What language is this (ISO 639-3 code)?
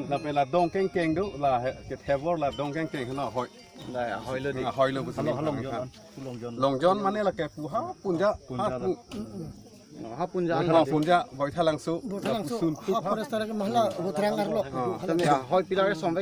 mjw